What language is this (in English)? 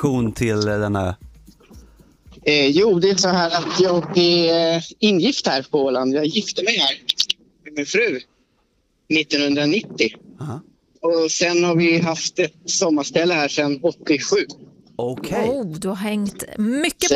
Swedish